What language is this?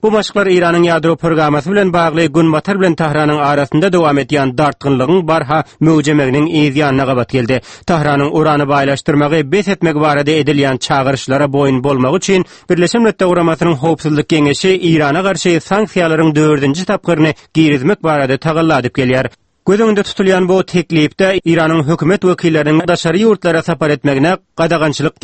Turkmen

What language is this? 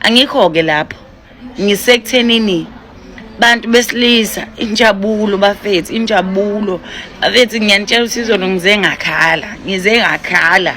Zulu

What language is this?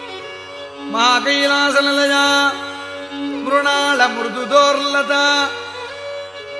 Sanskrit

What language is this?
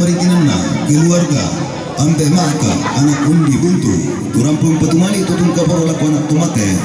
Toraja-Sa'dan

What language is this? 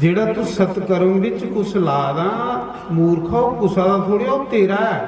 Dogri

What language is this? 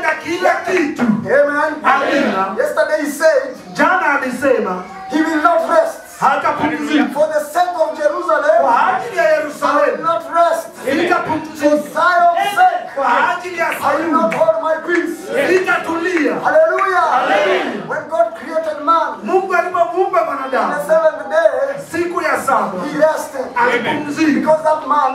Swahili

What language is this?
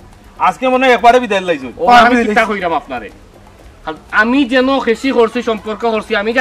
Sylheti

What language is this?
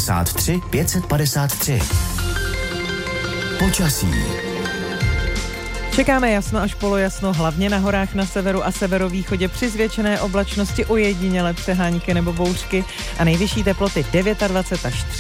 Czech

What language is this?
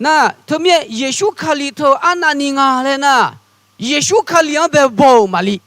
Akha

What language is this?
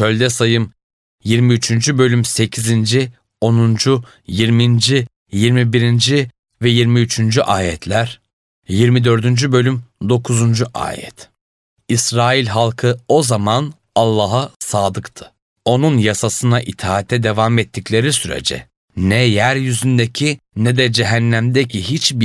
Turkish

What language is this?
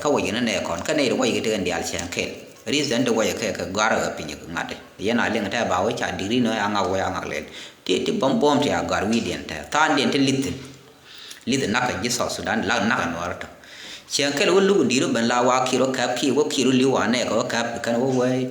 Nuer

